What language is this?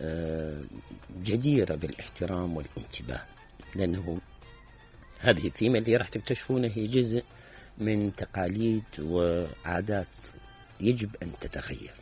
Mesopotamian Arabic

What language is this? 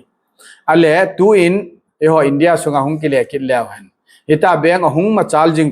Thado Chin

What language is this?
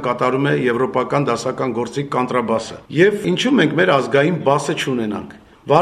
Armenian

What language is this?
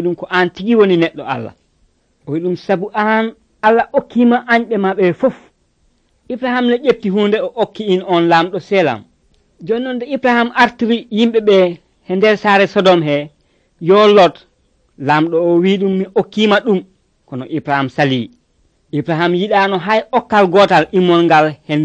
Nigerian Fulfulde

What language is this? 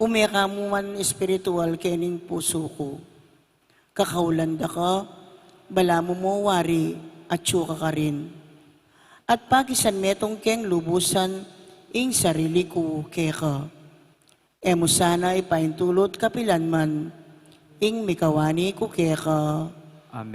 Pampanga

